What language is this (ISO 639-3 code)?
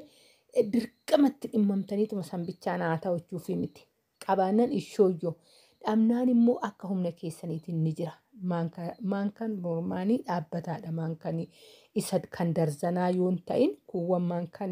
orm